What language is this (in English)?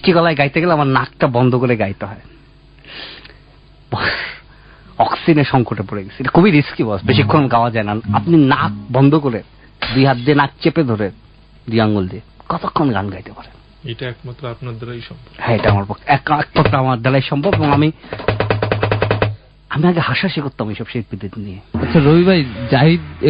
Bangla